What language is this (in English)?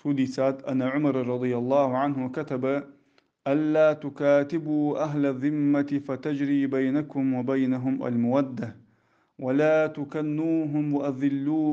Ingush